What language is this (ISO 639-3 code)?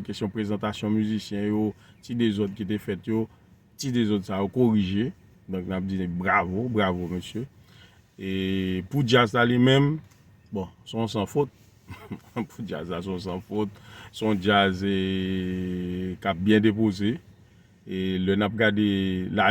hat